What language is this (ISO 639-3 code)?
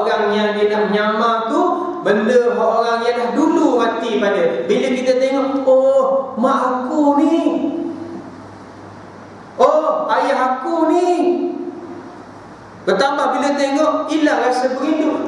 msa